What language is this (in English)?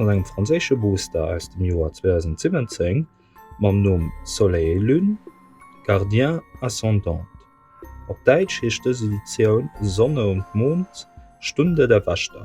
Luxembourgish